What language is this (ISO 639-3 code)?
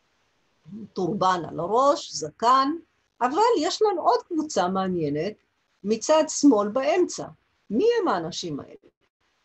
heb